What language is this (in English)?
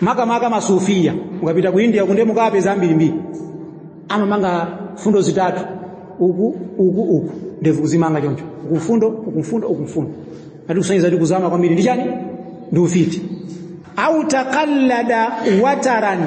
Nyanja